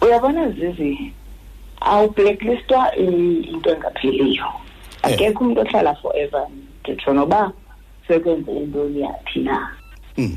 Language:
Xhosa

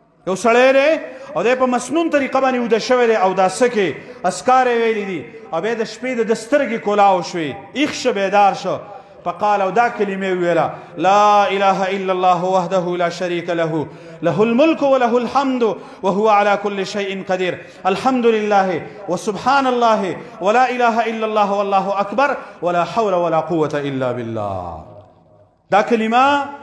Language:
Pashto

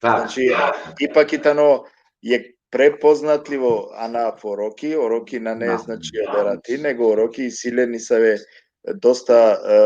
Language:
Balkan Romani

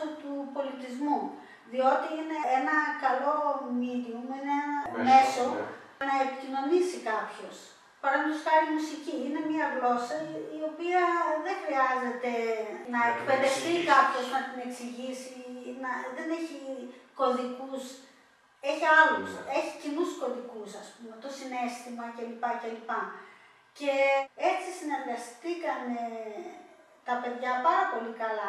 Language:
Greek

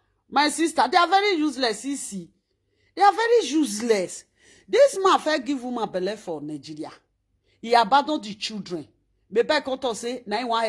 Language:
Nigerian Pidgin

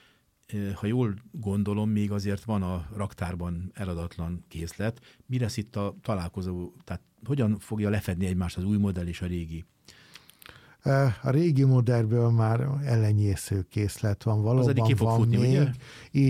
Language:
Hungarian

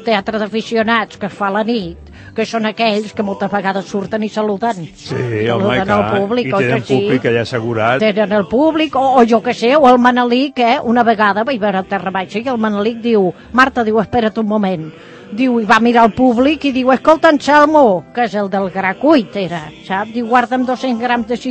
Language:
Catalan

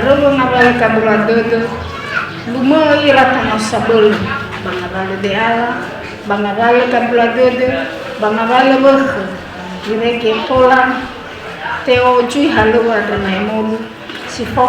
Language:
Nias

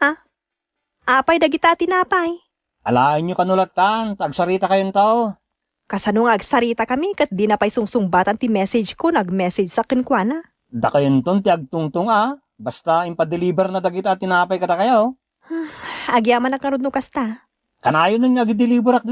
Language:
Iloko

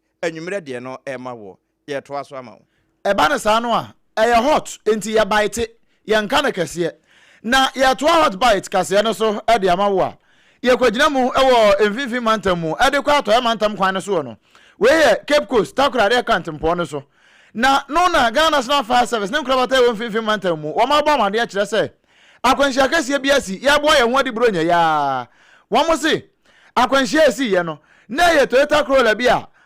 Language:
Akan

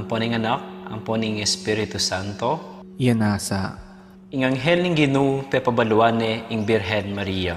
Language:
Pampanga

